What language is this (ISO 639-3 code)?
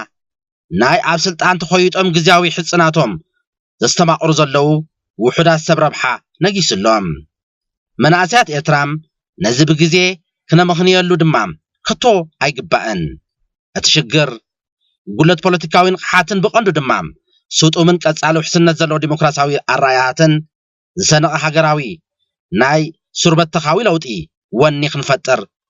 tir